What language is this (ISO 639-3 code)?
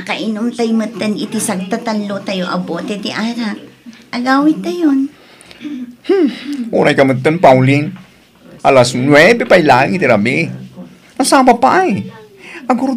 ilo